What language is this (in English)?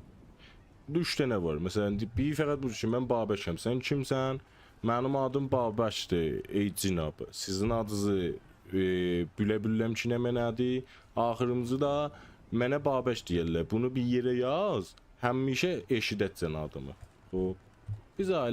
South Azerbaijani